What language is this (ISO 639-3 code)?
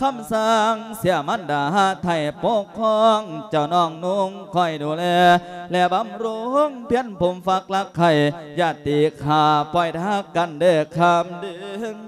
lao